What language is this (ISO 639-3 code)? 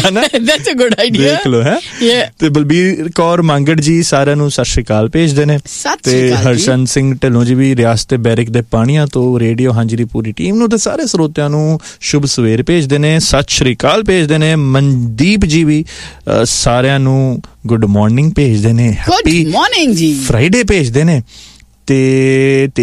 pan